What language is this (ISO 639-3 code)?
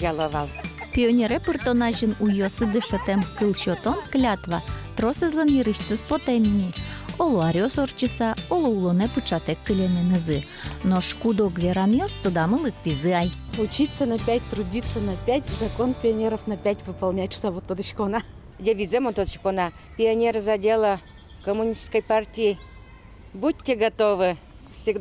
udm